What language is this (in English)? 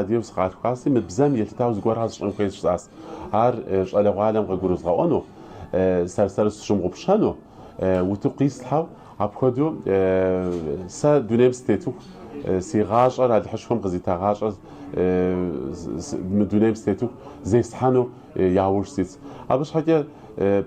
Kabardian